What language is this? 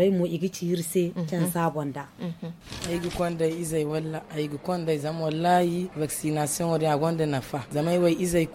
Zarma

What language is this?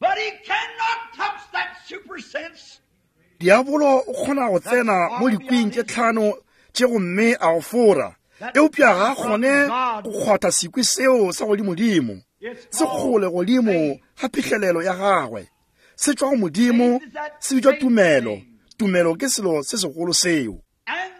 Northern Sotho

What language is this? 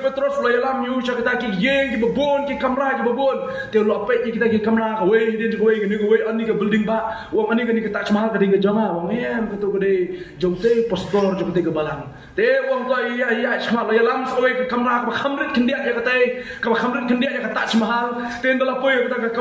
Khasi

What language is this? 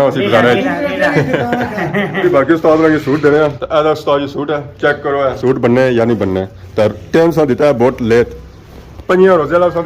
Pahari-Potwari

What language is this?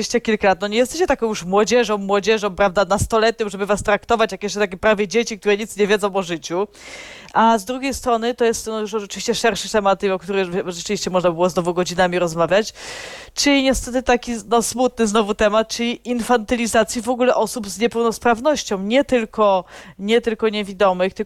Polish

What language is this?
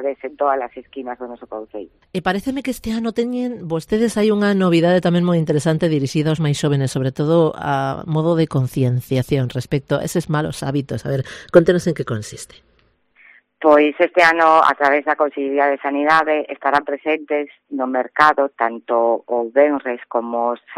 Galician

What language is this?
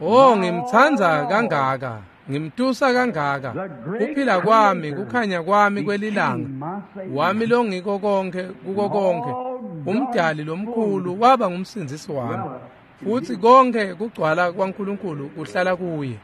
Swati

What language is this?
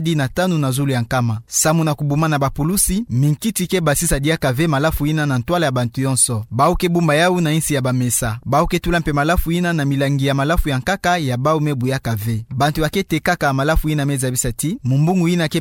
Kituba (Democratic Republic of Congo)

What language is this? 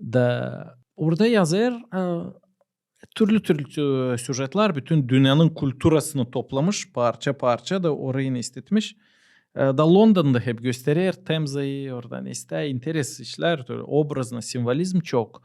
Gagauz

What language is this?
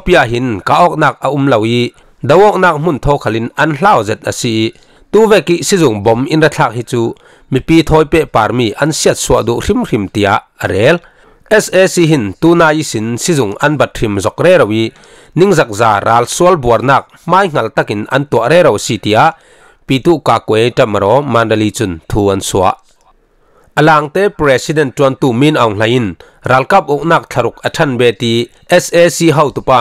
Falam Chin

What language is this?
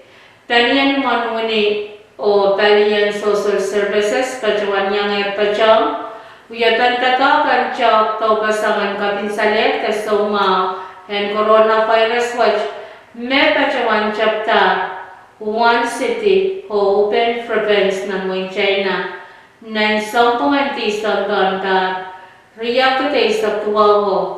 Pohnpeian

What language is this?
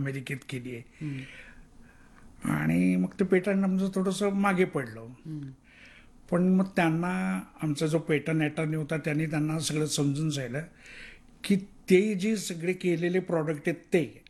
Marathi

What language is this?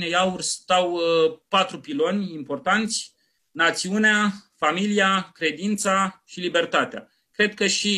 Romanian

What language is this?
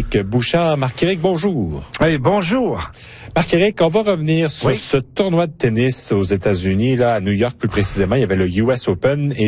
French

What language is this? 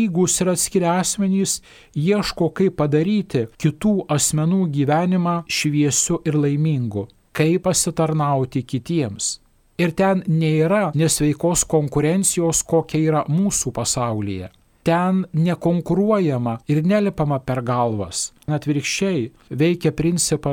Lithuanian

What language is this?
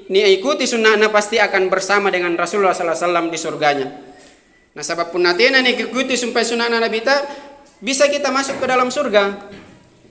Makasar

